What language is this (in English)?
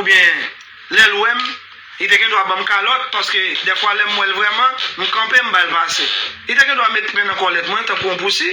Haitian Creole